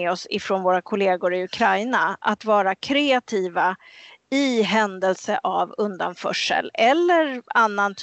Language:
Swedish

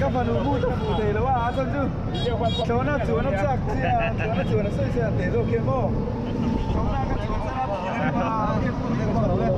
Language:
Mizo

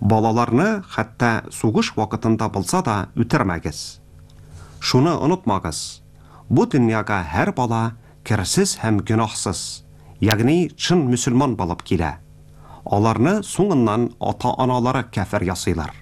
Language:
Tatar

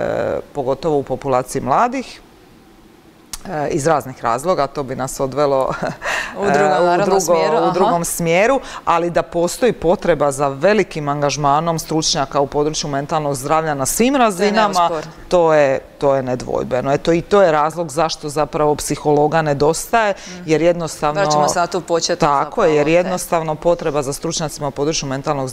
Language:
Croatian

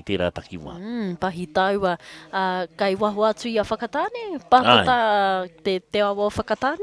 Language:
Māori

